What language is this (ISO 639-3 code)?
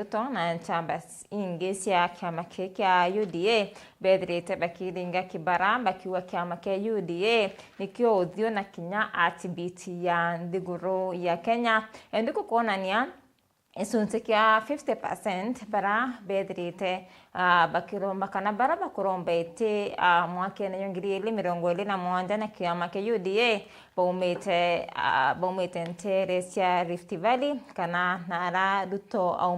mer